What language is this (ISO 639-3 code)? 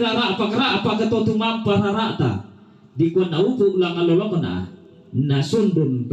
sda